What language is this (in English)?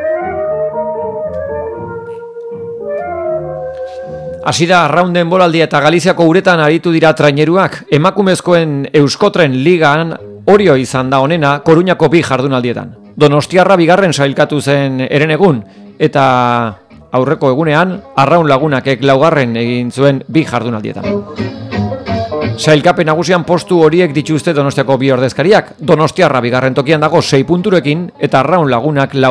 Basque